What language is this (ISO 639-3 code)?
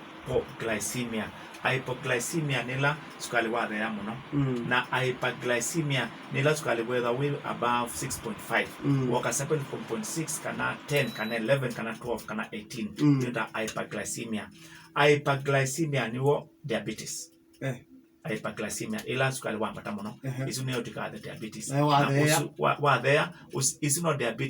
kam